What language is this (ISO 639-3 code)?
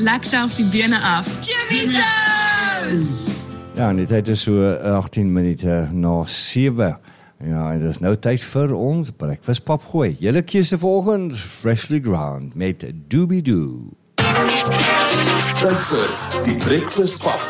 afr